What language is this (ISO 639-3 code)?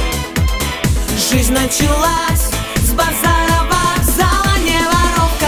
rus